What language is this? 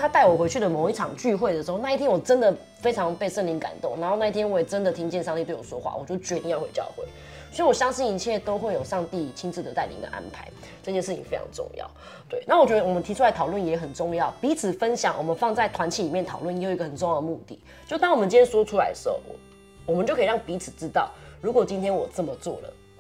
Chinese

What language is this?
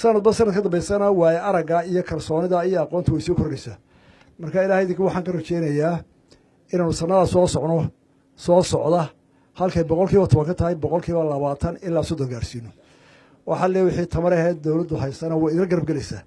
Somali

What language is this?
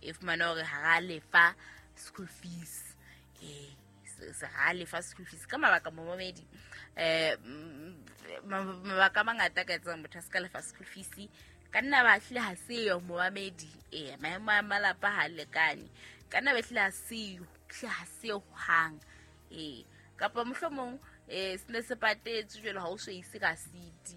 Southern Sotho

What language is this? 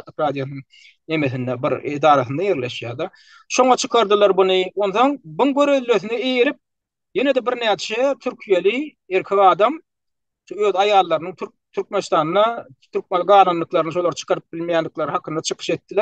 Turkmen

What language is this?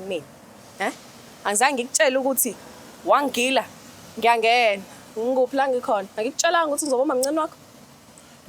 Zulu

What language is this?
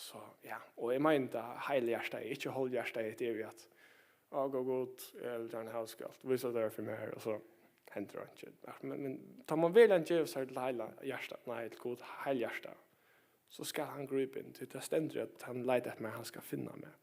Faroese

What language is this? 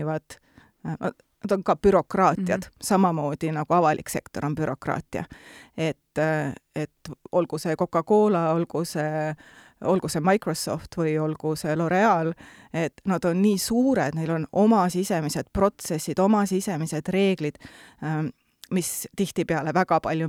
Estonian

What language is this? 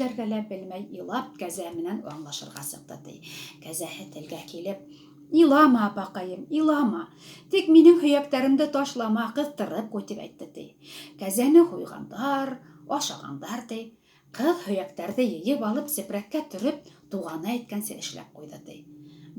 Bashkir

